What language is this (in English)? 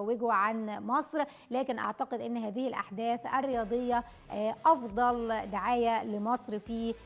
Egyptian Arabic